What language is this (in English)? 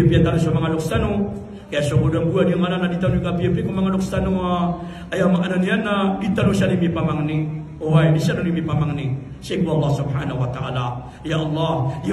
Maranao